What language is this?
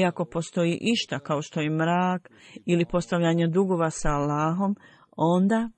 Bosnian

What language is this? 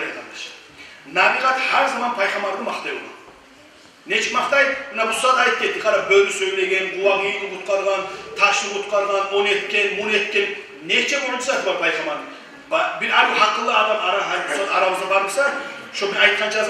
Kumyk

